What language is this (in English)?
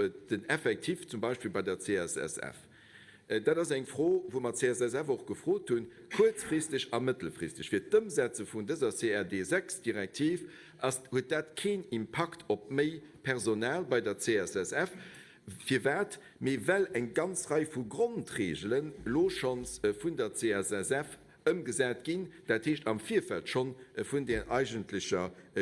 Luxembourgish